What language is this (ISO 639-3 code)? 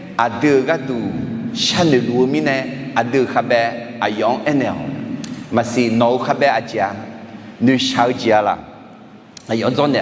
ahk